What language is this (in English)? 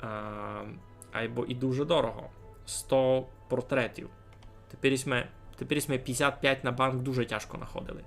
Rusyn